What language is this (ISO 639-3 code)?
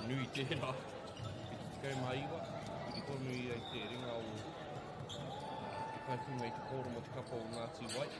mri